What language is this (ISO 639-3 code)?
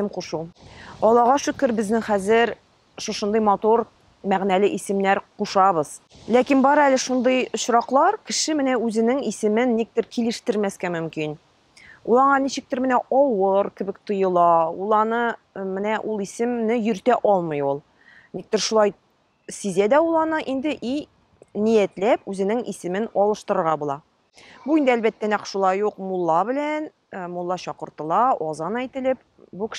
tat